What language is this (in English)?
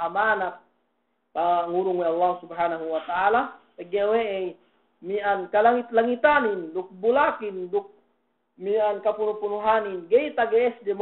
Yakan